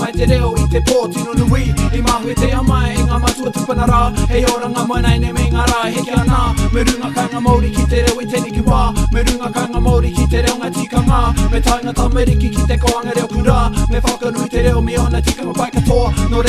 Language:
Māori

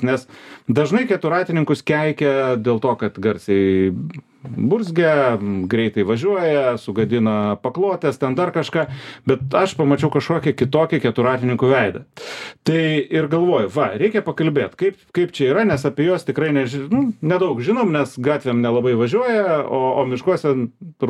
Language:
Lithuanian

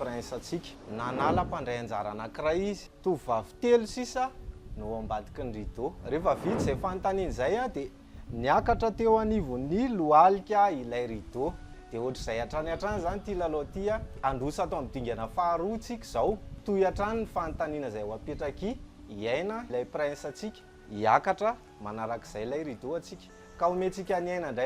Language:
Malagasy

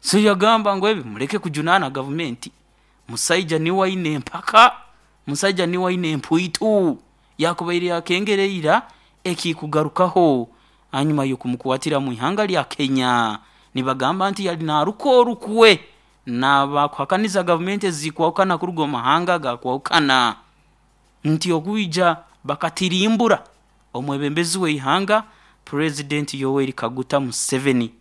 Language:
Nyoro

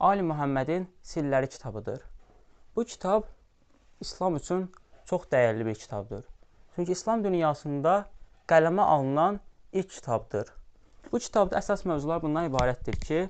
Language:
Azerbaijani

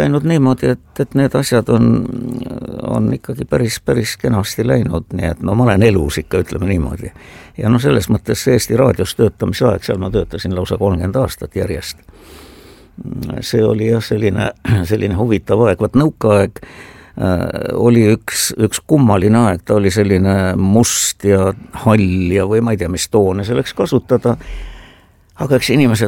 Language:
Estonian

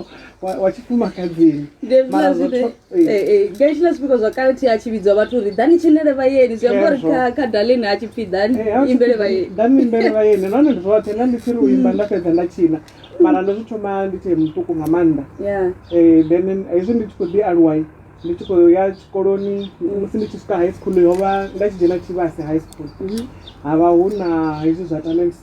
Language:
Venda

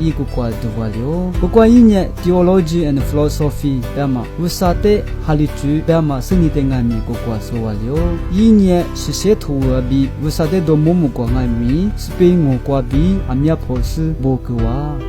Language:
Lisu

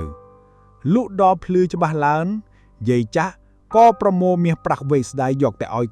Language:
Khmer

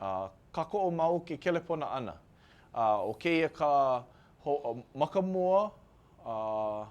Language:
Hawaiian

